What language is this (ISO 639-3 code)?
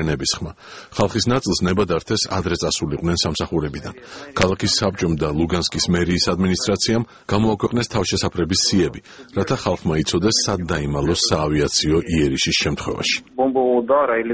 kat